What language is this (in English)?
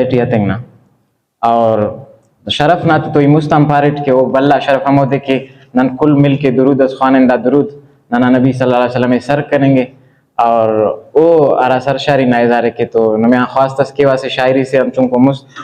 Brahui